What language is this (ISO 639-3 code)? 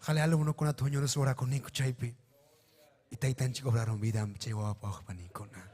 quy